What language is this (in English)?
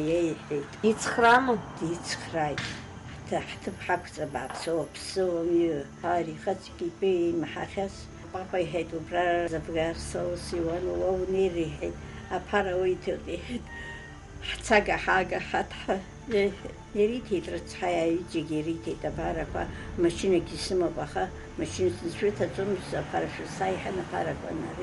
Abkhazian